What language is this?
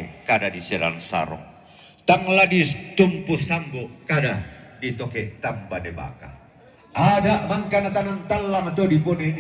Toraja-Sa'dan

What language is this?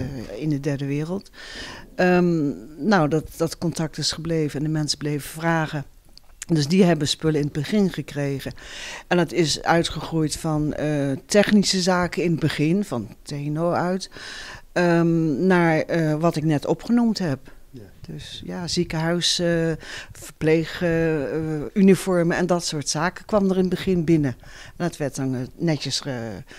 Dutch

